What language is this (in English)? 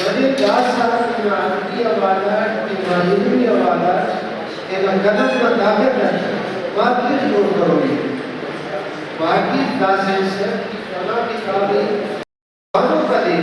Brahui